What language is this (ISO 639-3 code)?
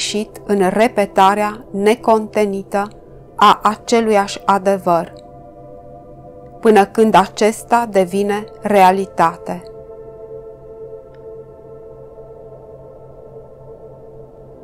ron